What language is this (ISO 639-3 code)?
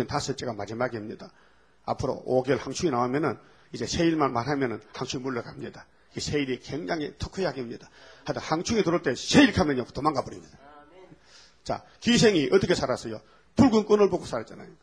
kor